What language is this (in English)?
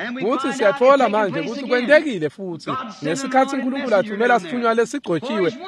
Swati